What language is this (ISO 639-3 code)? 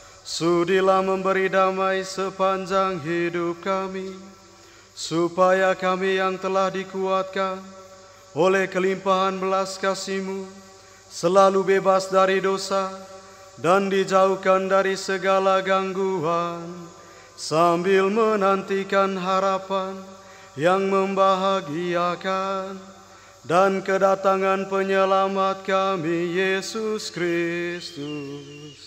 ind